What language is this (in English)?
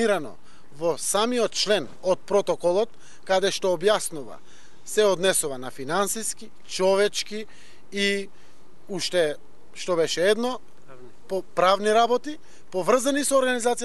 Macedonian